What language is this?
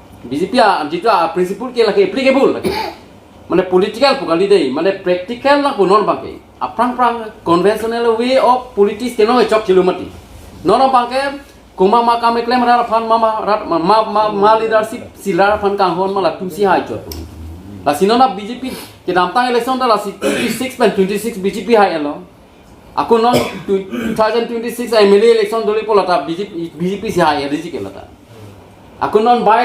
Karbi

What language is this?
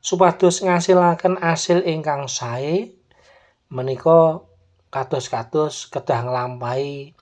Javanese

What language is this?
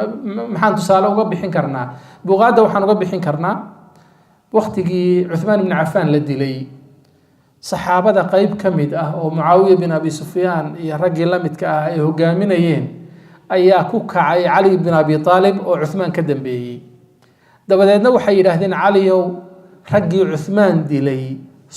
Somali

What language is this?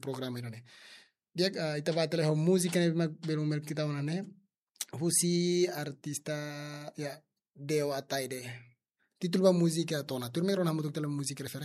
Tetum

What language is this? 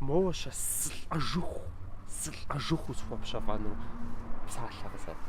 Kabardian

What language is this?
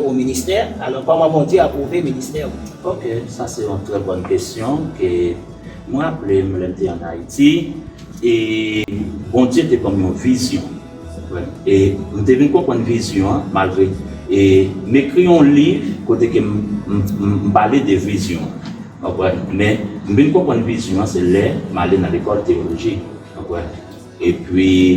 Haitian Creole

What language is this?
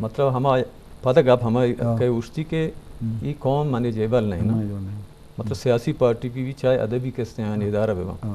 Eastern Balochi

